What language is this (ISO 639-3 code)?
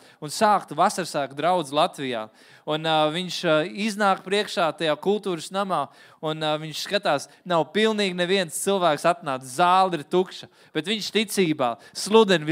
lav